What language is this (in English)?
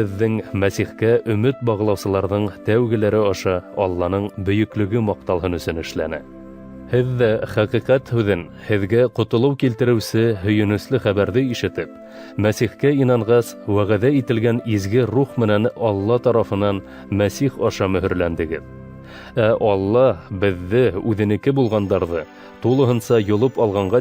Bashkir